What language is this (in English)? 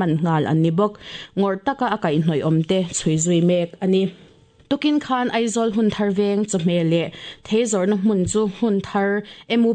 Mizo